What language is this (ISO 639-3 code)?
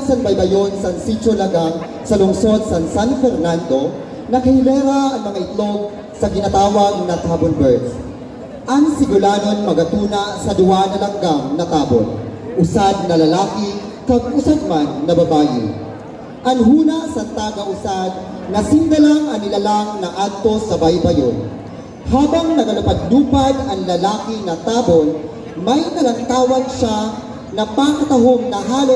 msb